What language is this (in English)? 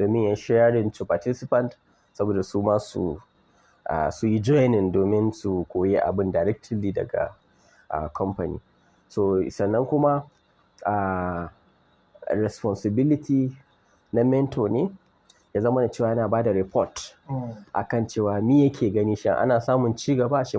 Hausa